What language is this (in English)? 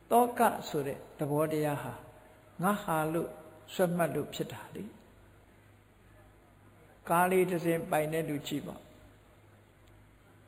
Burmese